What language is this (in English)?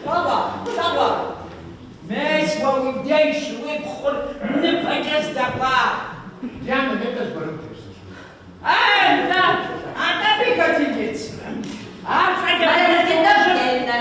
Kabardian